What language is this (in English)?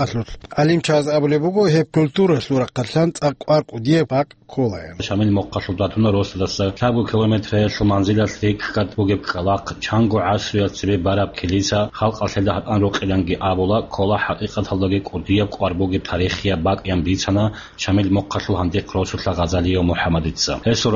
Avaric